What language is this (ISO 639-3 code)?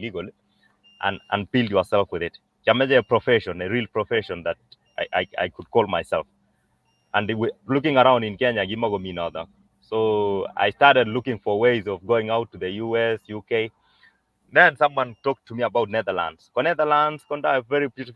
kln